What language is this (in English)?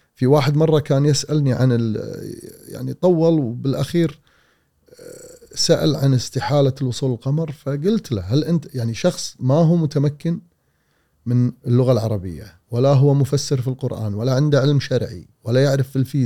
Gulf Arabic